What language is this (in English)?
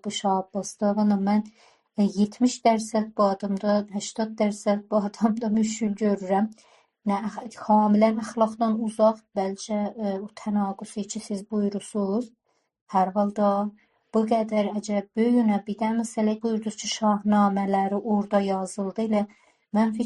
South Azerbaijani